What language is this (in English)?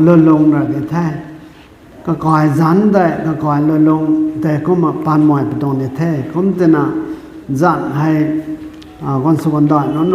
Rongmei Naga